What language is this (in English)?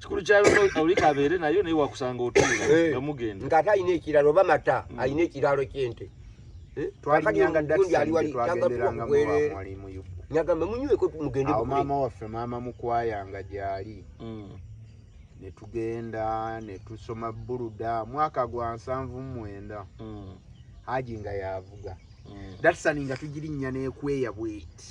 Ganda